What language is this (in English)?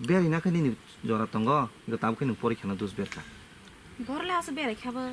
Kok Borok